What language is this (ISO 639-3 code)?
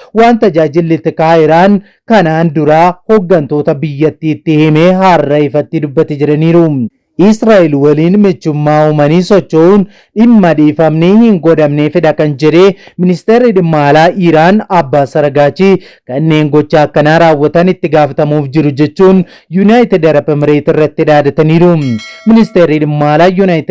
orm